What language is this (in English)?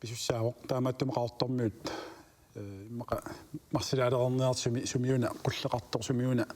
Kalaallisut